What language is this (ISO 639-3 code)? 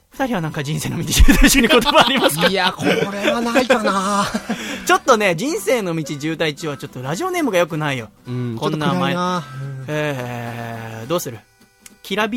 jpn